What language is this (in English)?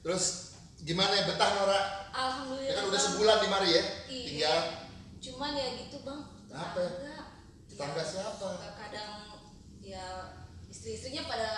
Betawi